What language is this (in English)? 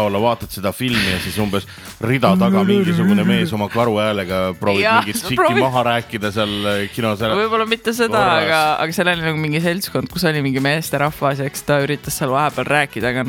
Estonian